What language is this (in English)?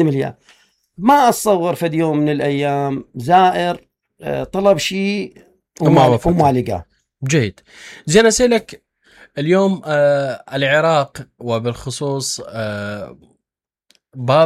Mesopotamian Arabic